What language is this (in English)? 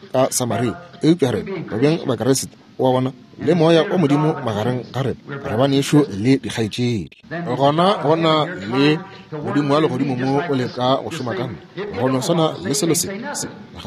Northern Sotho